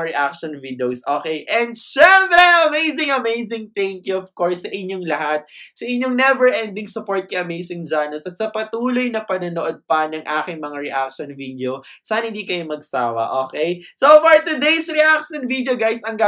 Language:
Filipino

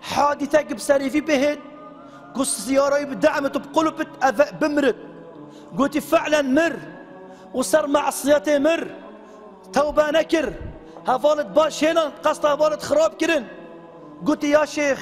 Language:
Kurdish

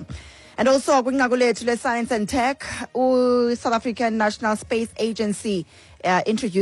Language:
Xhosa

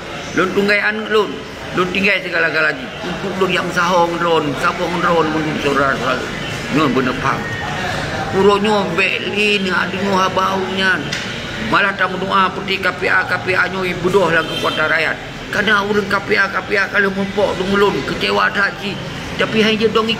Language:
Achinese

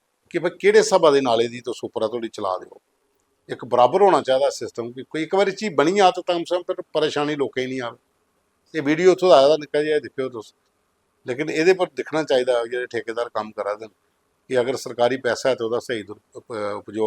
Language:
Dogri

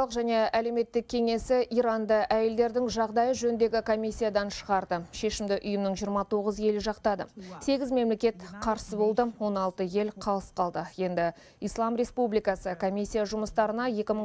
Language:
Kazakh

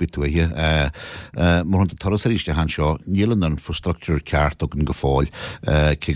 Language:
Irish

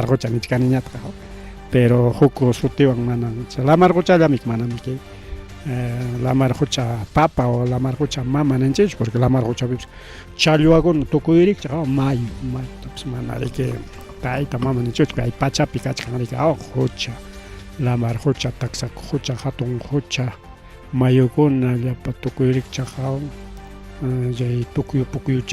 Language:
Ayacucho Quechua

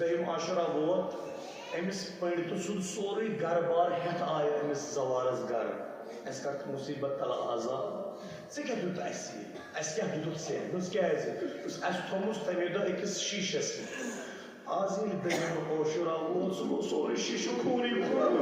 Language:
Kashmiri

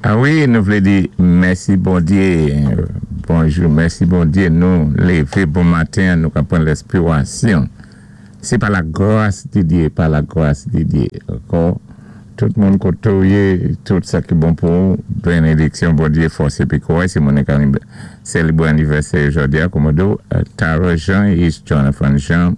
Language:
Saint Lucian Creole French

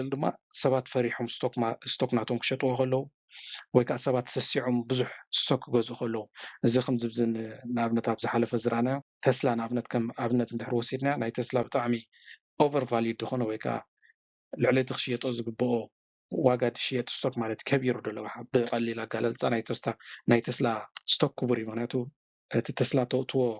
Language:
Tigrinya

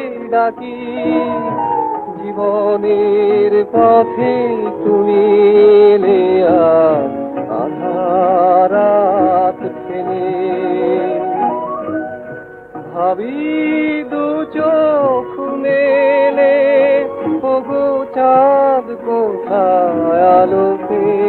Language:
Bangla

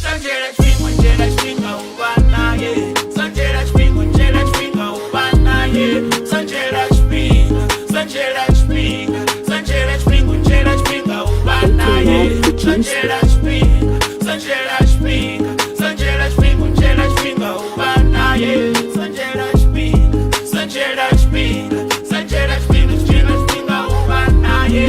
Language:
Venda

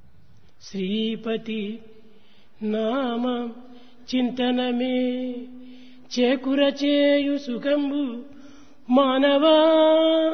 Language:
Telugu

